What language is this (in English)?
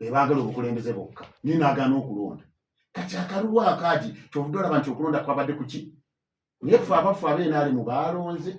Ganda